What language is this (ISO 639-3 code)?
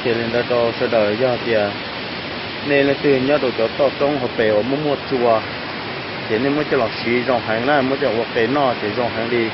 hmn